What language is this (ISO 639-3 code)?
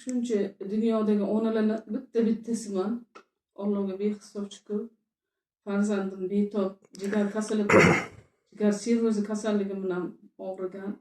uzb